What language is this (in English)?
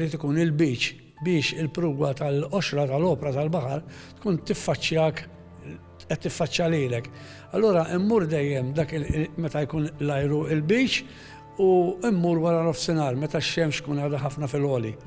Maltese